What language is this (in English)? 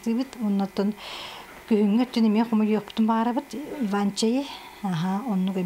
Yakut